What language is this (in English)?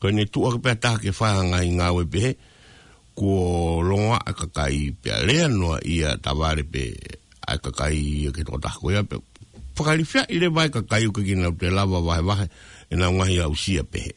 Tongan